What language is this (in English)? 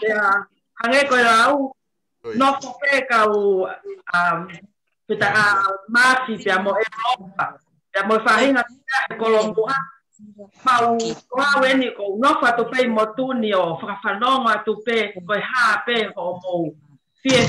Tongan